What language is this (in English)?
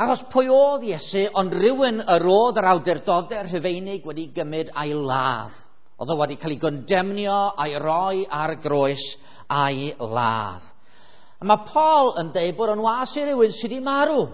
Welsh